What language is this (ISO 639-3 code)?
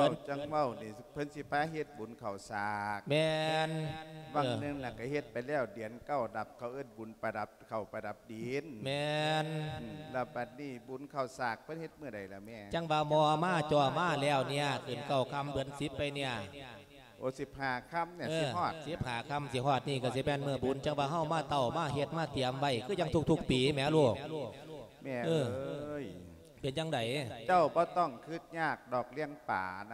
lao